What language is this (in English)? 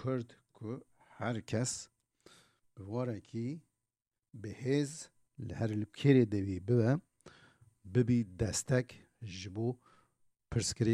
Kurdish